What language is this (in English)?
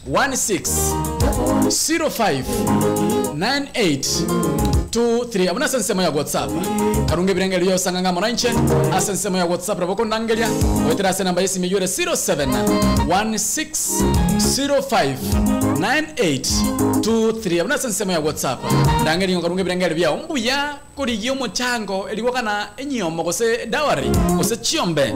Gusii